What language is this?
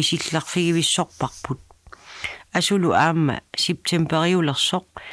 Kalaallisut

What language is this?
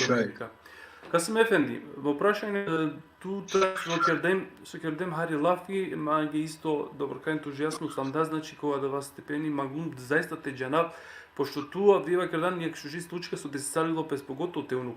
Balkan Romani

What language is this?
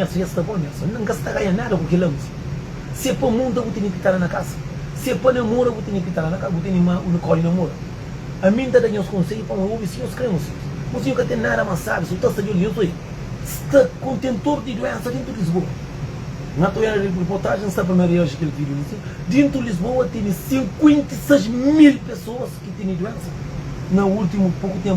Kabuverdianu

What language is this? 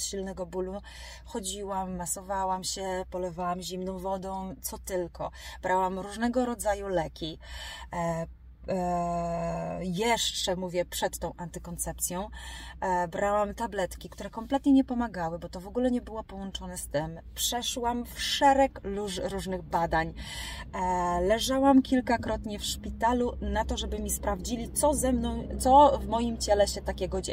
Polish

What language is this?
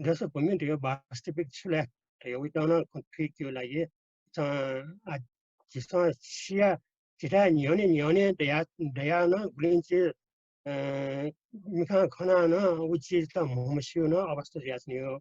Newari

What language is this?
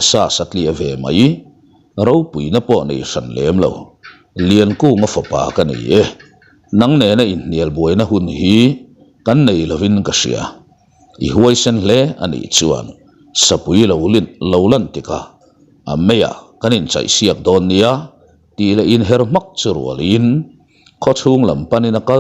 Mizo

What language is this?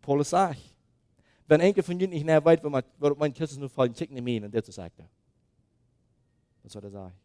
Plautdietsch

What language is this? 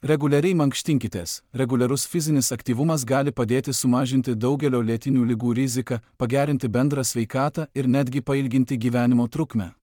Lithuanian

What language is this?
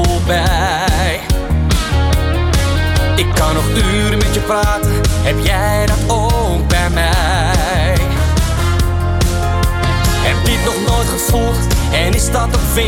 Dutch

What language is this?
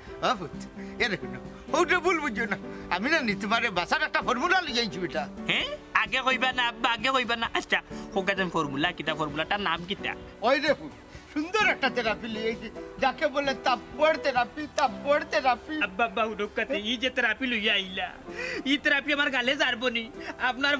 Sylheti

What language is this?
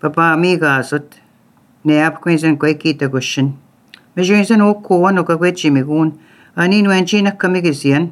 Latvian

